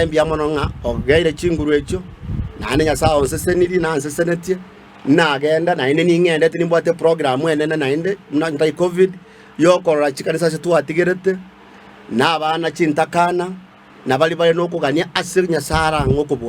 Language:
Gusii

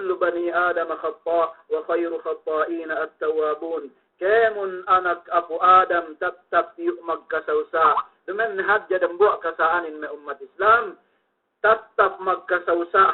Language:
Yakan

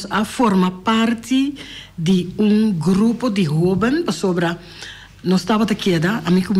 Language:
Papiamento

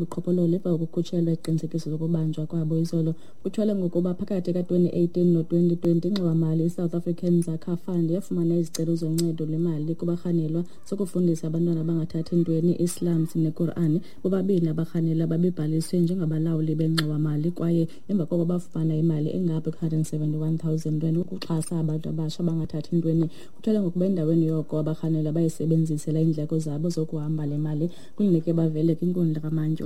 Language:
Xhosa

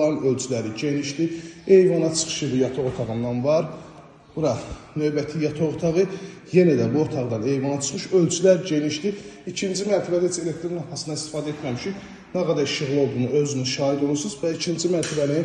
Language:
Azerbaijani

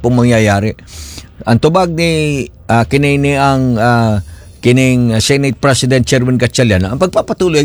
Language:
Cebuano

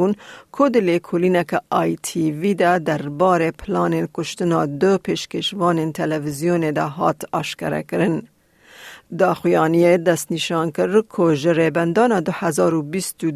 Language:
Kurdish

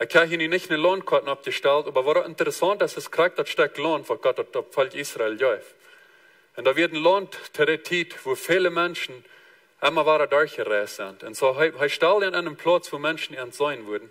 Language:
Plautdietsch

